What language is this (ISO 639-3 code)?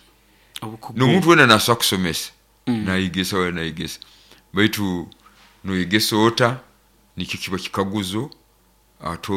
nyo